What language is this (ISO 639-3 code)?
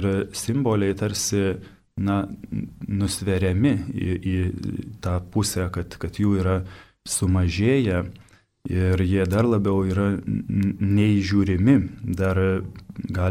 lit